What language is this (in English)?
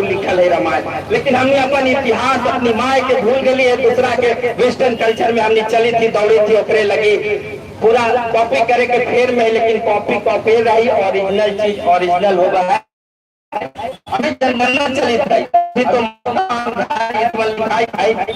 Magahi